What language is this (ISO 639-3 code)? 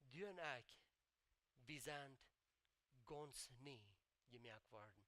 pdt